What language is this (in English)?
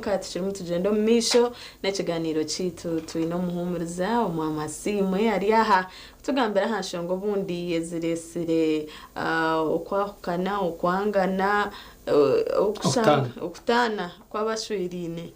Nyankole